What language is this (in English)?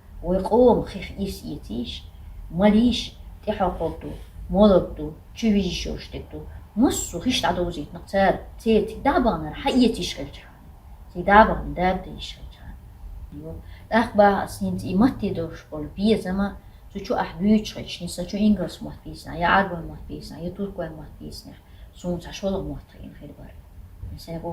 Chechen